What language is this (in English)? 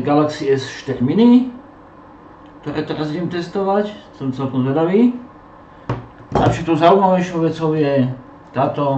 Slovak